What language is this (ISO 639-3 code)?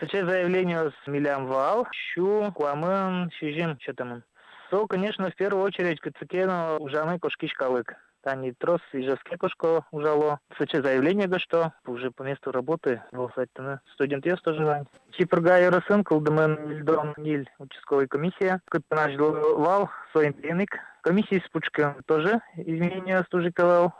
udm